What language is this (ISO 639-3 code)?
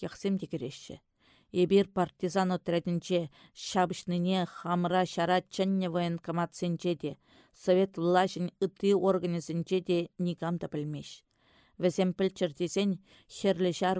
chv